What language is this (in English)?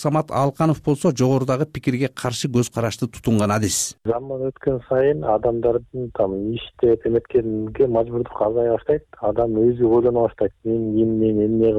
Kyrgyz